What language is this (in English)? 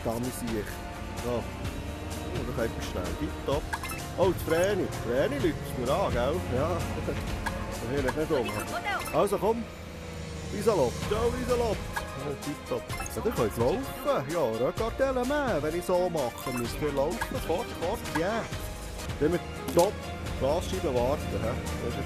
Swiss German